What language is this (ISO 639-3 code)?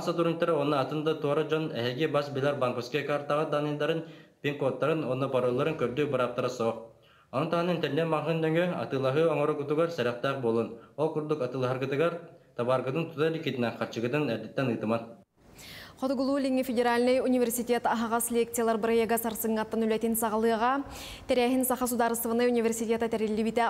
sah